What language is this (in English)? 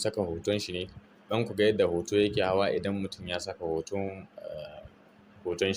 Hausa